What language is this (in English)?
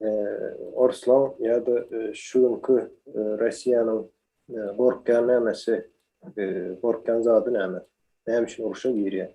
Turkmen